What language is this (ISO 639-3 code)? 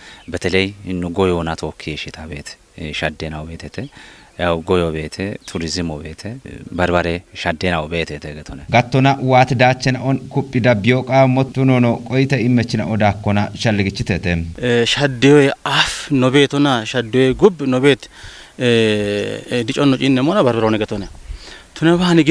kbr